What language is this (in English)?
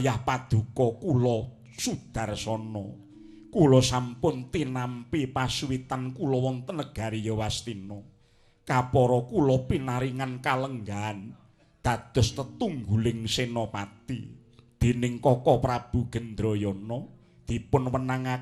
Javanese